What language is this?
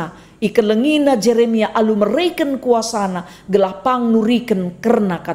Batak Karo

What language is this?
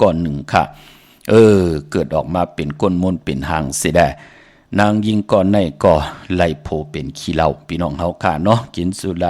Shan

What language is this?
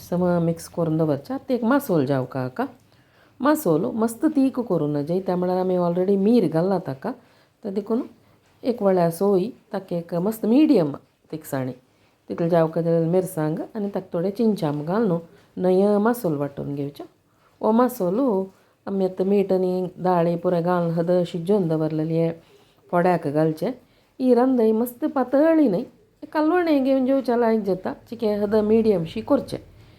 Konkani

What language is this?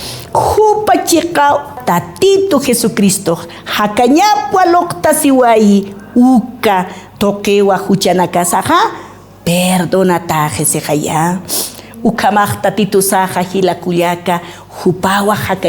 Aymara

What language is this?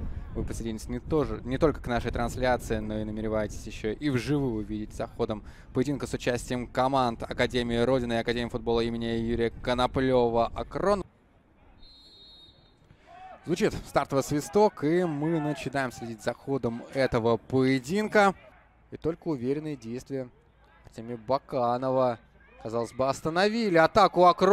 Russian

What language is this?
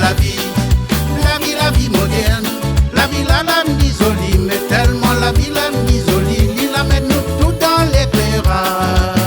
Réunion Creole French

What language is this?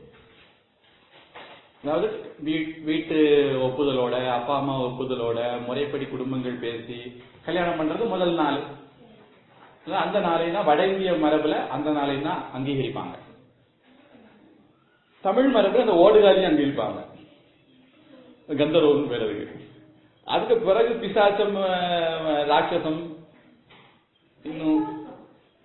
Tamil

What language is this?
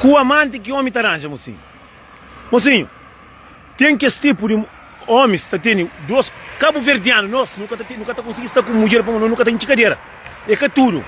Kabuverdianu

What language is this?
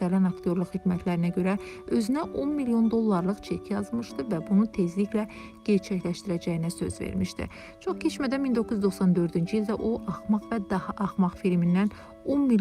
Azerbaijani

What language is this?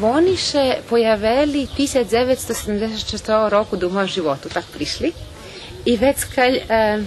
Rusyn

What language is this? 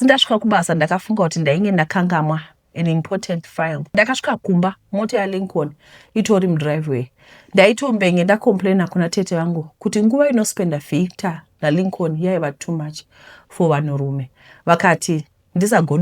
Shona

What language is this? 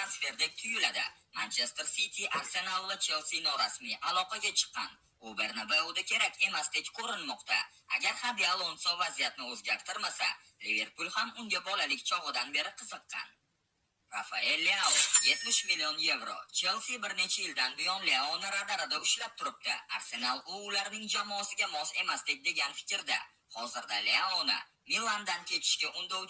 Uzbek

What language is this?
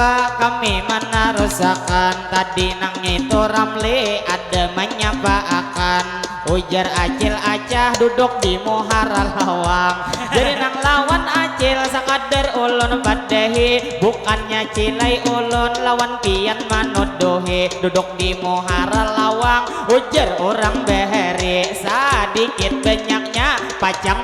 Banjar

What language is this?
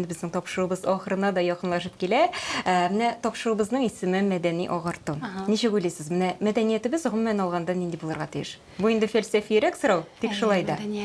Tatar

